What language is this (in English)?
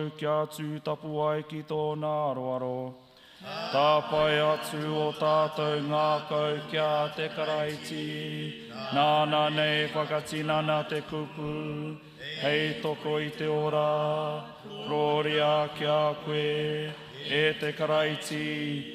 Māori